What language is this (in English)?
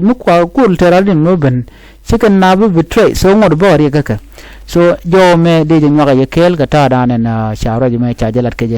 Nuer